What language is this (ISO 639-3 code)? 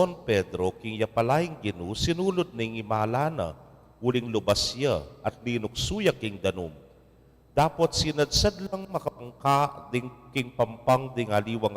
pam